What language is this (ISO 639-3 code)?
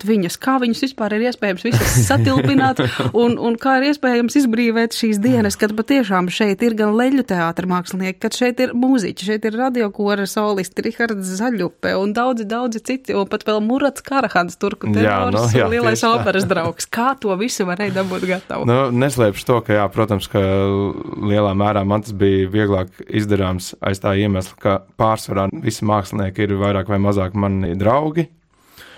lav